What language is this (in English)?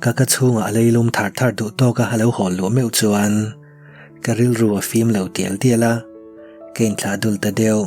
Mizo